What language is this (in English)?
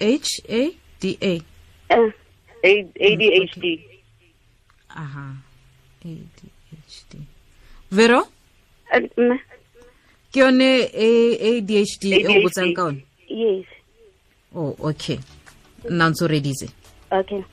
Tswana